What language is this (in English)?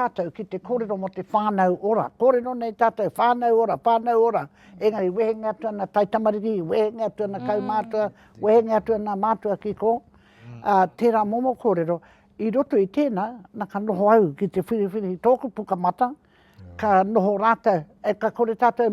Māori